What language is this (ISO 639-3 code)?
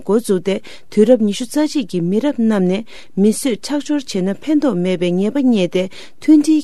bod